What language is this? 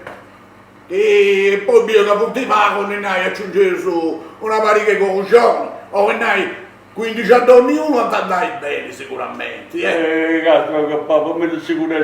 Sardinian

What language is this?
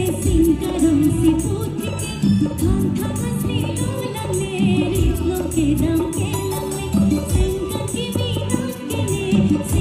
Karbi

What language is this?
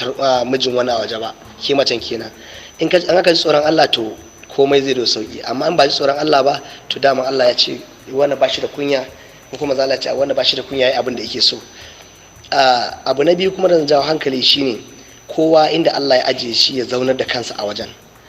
Hausa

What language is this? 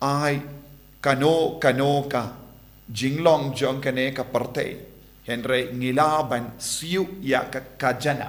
Khasi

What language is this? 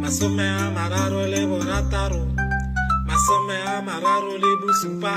Tswana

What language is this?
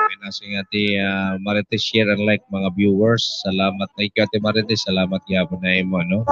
Waray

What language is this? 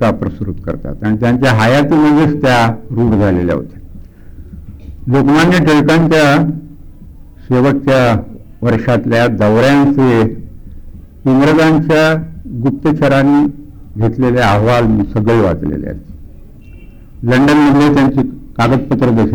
Marathi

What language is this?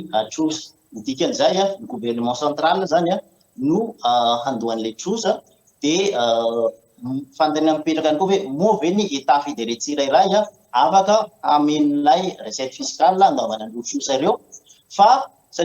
Malagasy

